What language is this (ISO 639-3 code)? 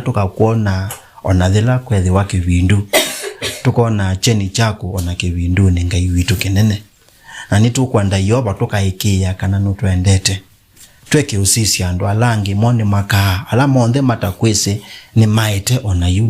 kam